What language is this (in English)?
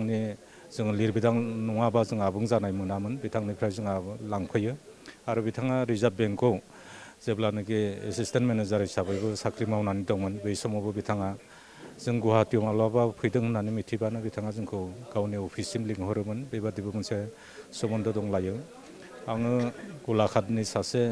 Bodo